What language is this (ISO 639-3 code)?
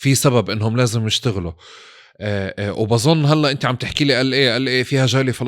apc